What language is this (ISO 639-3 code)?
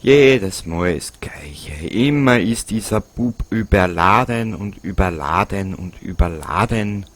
bar